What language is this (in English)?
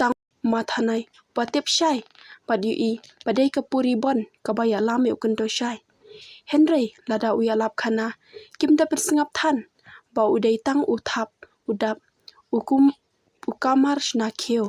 Khasi